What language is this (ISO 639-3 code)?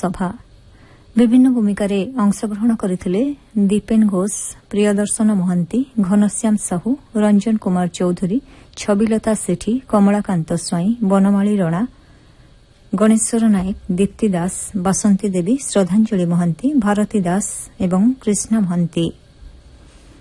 ori